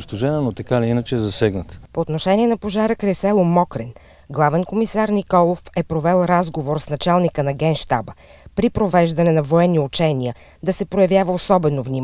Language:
Bulgarian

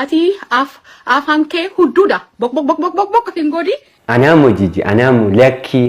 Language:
Oromo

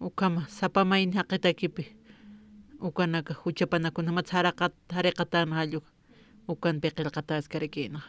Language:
Aymara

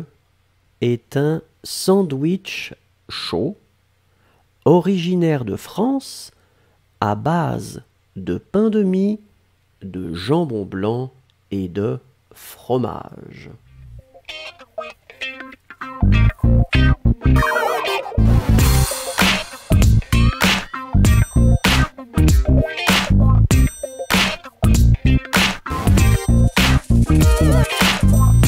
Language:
French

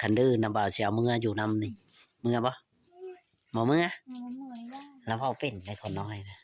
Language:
Northeastern Thai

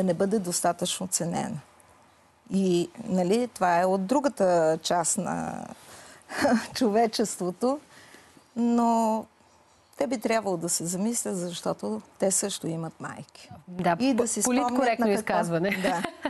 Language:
Bulgarian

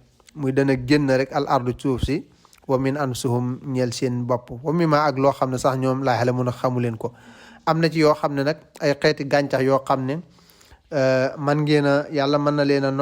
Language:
Wolof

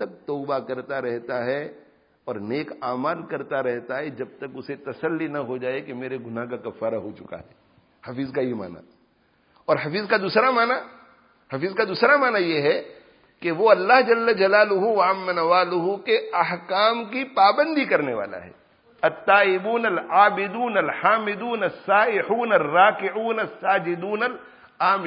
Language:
Urdu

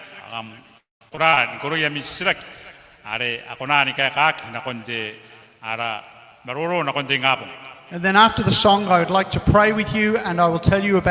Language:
Gilbertese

